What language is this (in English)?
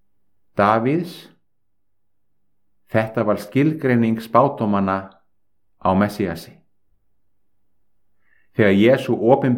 Icelandic